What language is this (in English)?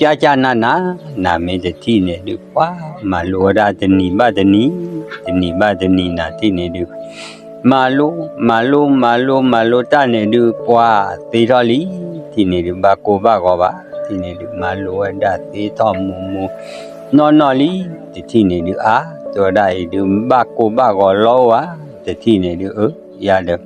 S'gaw Karen